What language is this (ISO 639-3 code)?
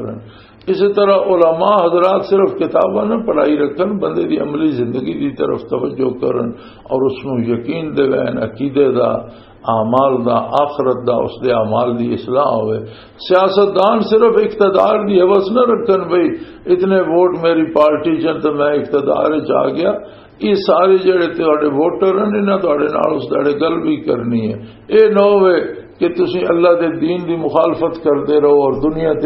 lah